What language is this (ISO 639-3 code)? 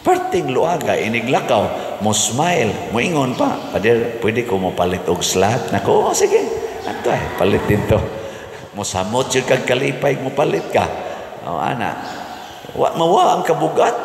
ceb